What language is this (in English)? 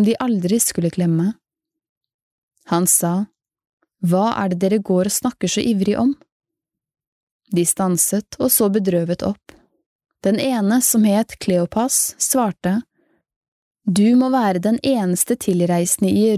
Norwegian